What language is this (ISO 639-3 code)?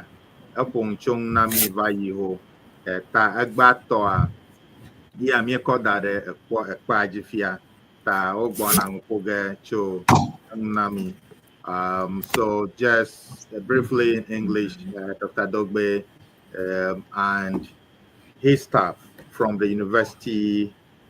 ewe